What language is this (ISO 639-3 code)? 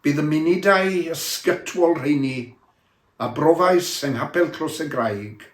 cym